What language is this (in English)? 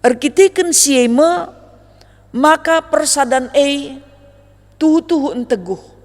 Batak Karo